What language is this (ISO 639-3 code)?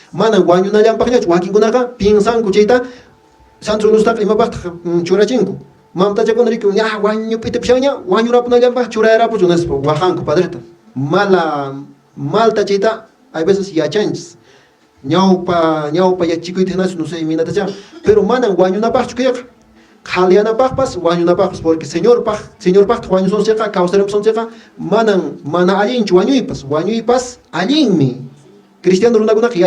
que